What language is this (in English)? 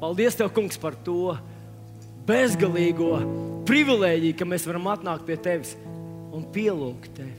Latvian